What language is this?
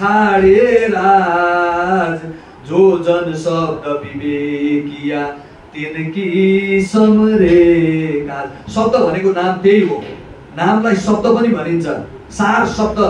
Nepali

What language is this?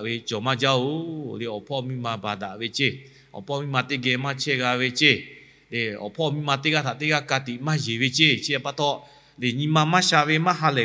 Lahu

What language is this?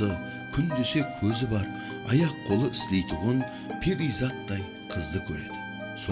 Kara-Kalpak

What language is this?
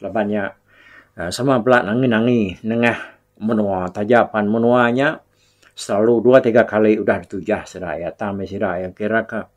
Iban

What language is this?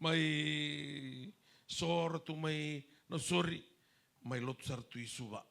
Fijian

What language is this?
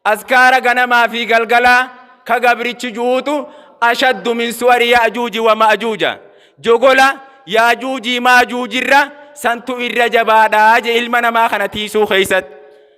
Oromo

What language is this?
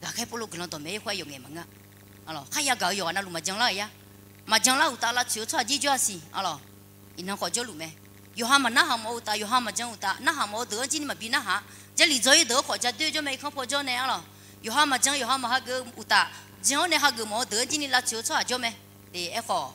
Akha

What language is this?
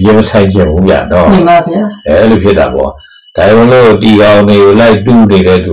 Burmese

